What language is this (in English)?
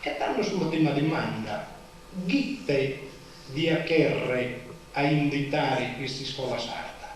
Sardinian